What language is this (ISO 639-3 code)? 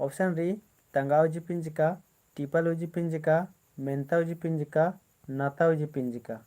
kru